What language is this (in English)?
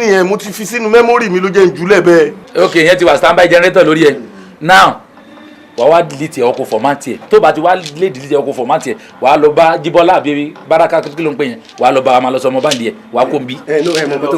Yoruba